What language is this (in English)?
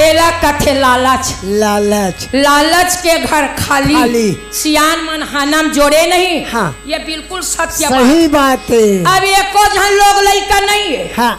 Chhattisgarhi